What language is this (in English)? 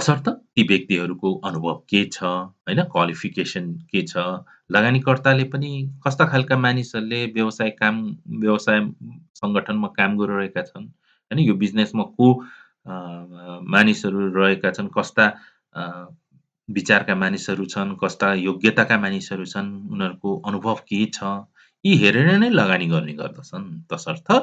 Nepali